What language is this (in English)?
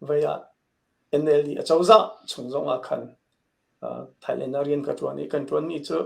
Hakha Chin